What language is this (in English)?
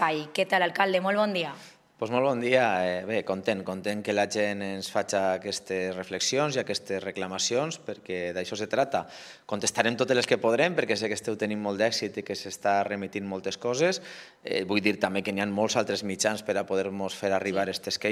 Catalan